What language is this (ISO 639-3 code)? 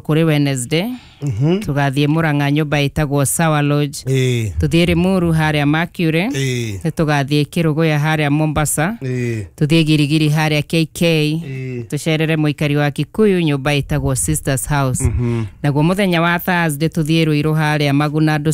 kik